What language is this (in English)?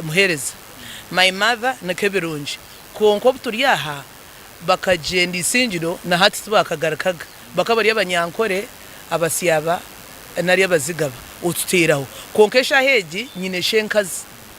Nyankole